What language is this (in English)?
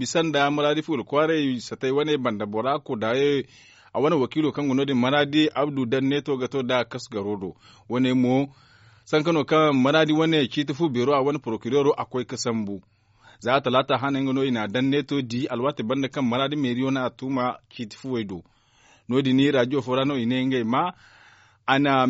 Zarma